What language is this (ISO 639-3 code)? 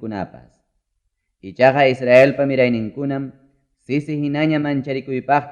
quy